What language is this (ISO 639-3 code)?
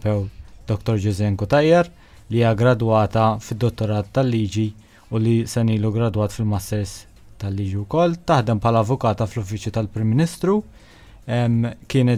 mlt